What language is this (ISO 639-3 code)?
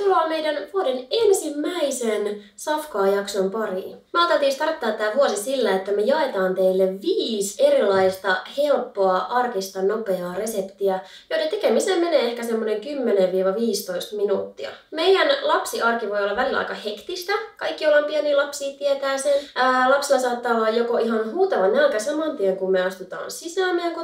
fin